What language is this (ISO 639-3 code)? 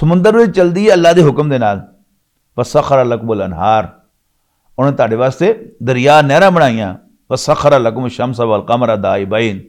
lah